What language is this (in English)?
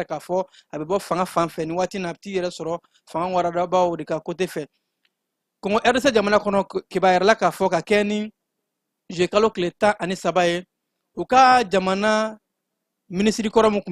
Bambara